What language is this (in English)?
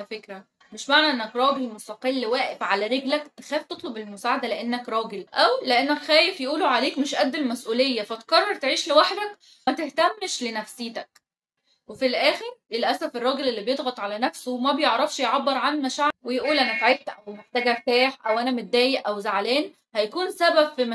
Egyptian Arabic